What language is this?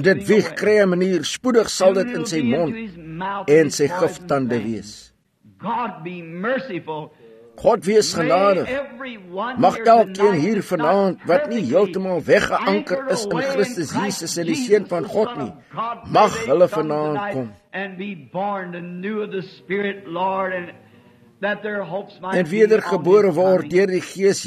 Afrikaans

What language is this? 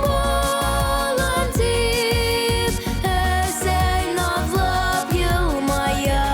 Bashkir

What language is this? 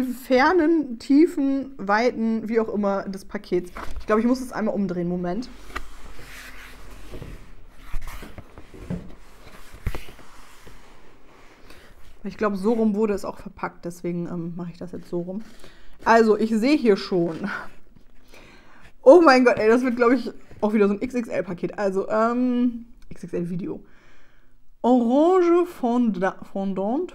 German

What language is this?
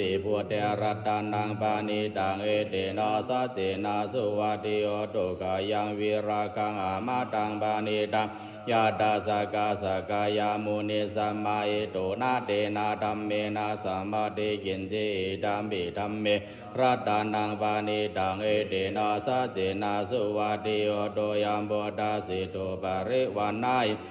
Pali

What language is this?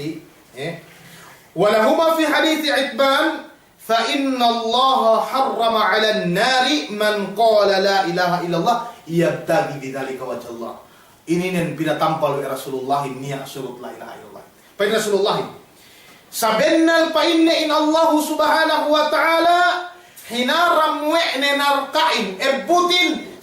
Yakan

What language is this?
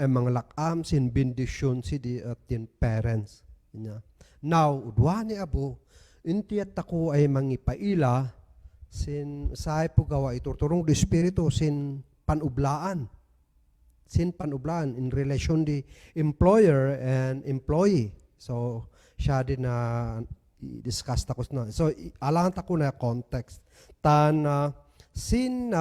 Kankanaey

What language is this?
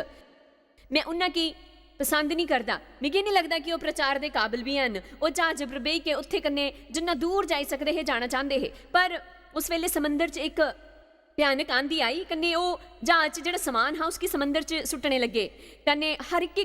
Dogri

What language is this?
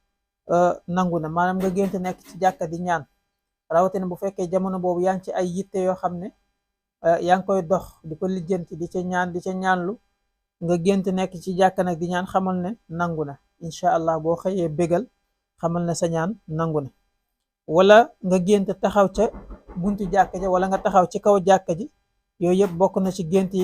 Wolof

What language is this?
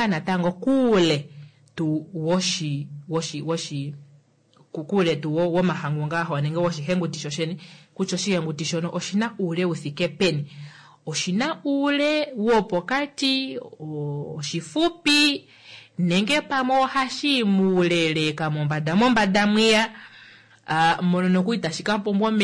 Kuanyama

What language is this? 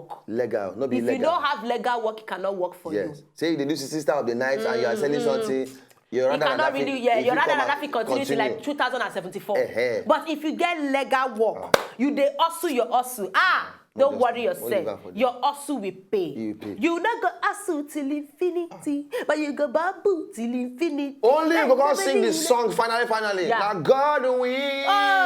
Nigerian Pidgin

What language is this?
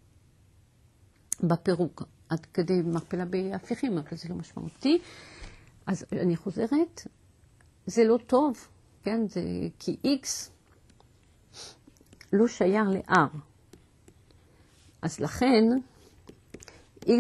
Hebrew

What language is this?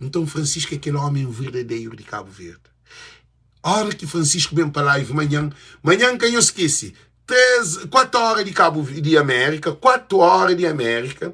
Kabuverdianu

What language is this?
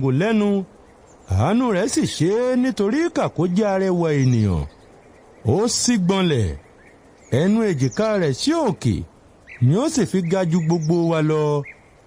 Yoruba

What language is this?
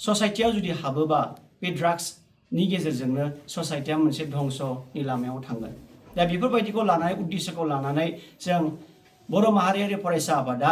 Bodo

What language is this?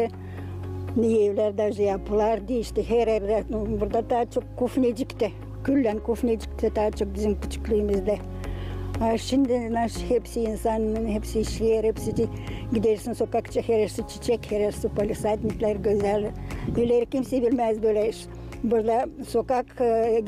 Gagauz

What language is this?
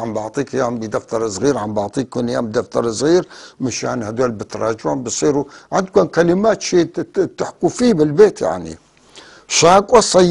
North Levantine Arabic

